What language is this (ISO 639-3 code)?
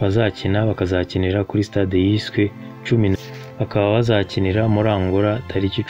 kin